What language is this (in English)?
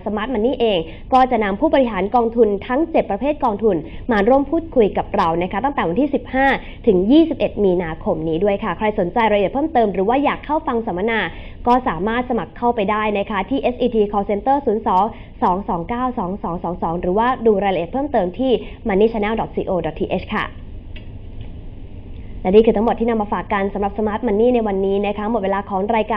Thai